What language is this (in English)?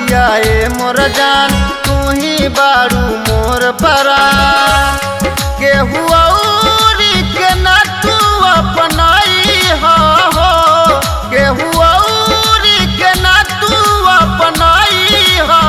Bhojpuri